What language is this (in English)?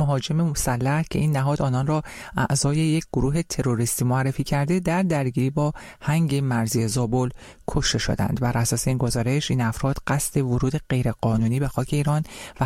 Persian